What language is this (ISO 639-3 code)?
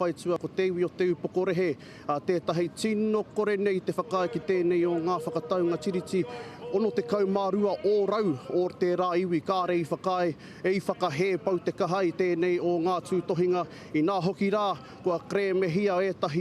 mri